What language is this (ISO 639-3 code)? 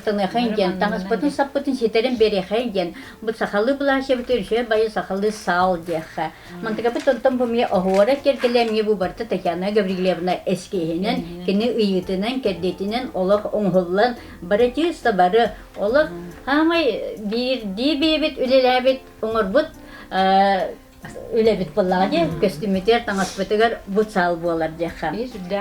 sah